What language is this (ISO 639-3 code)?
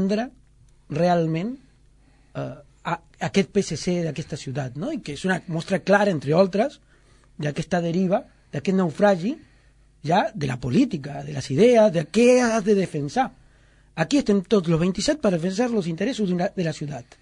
cat